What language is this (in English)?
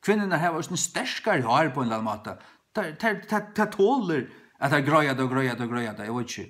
Faroese